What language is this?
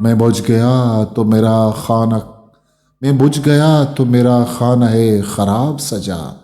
Eastern Balochi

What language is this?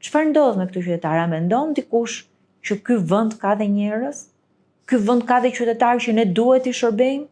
Albanian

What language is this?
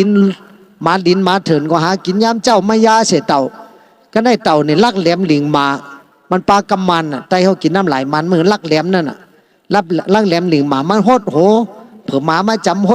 Shan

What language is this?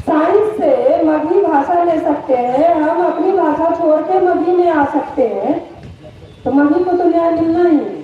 Magahi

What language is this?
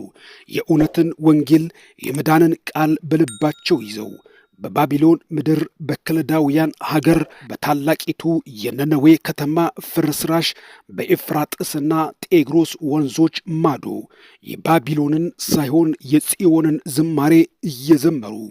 Amharic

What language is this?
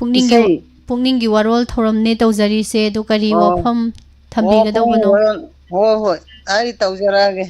Manipuri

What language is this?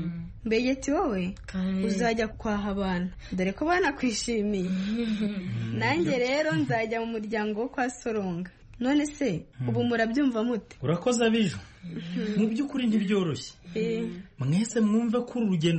Kinyarwanda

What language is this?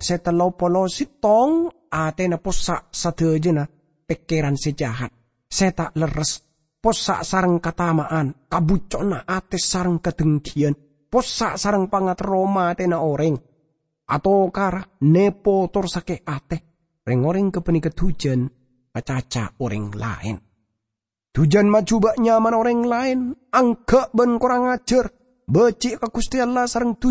Madurese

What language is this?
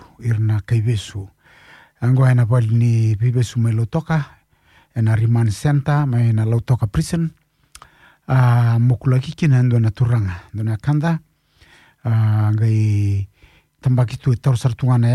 Fijian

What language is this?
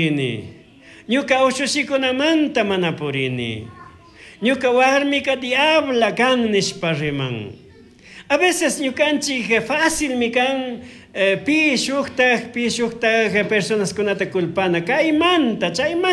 Chimborazo Highland Quichua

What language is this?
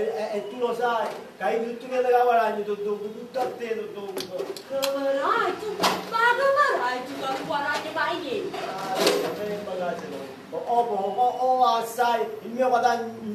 Neapolitan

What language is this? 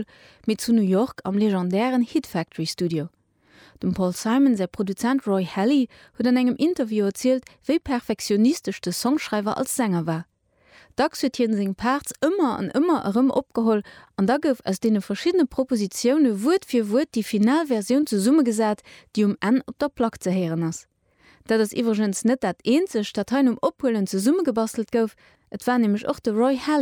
Luxembourgish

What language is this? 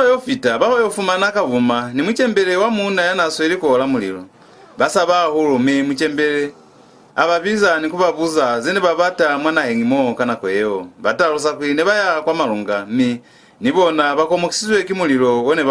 Lozi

